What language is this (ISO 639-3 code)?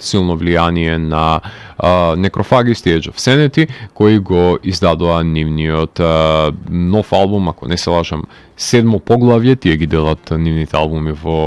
mkd